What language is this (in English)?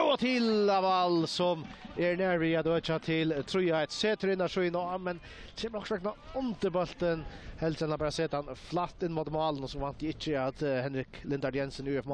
Faroese